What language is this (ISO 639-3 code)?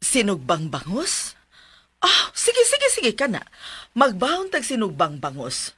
ceb